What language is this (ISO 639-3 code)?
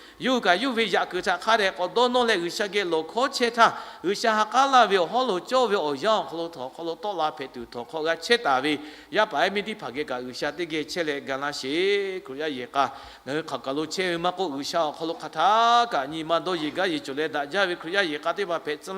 lhu